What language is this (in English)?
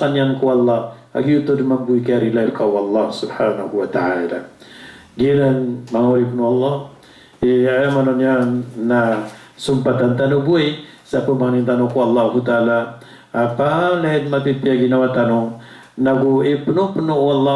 Maranao